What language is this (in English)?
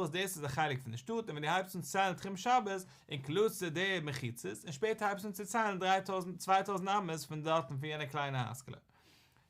Yiddish